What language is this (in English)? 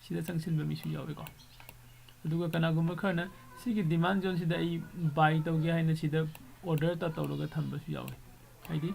Manipuri